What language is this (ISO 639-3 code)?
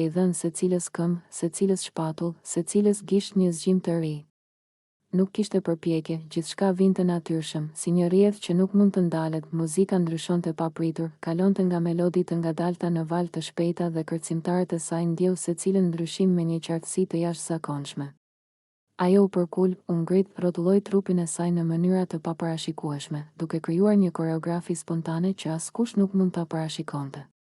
sqi